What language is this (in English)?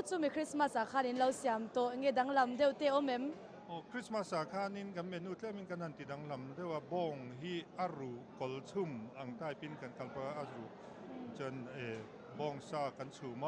Mizo